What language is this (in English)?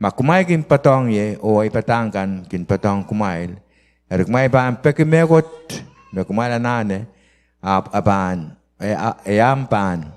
Pohnpeian